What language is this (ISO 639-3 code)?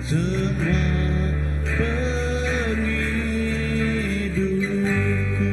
iba